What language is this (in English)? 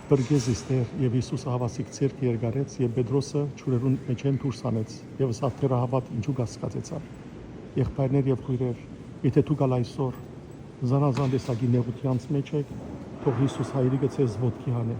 Western Armenian